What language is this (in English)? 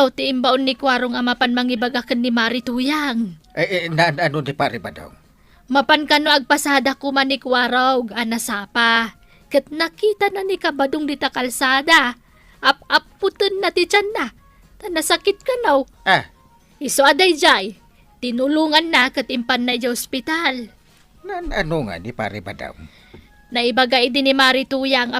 Iloko